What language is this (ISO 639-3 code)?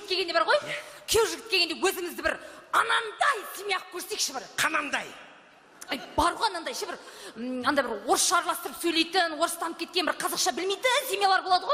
kaz